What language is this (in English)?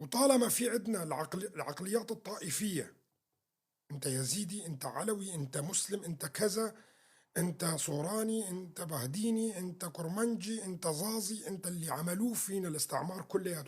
North Levantine Arabic